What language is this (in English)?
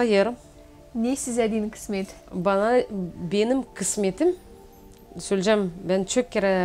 Gagauz